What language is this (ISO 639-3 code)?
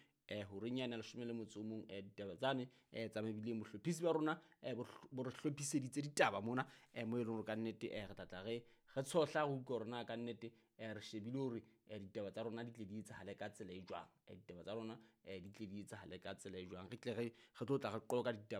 sot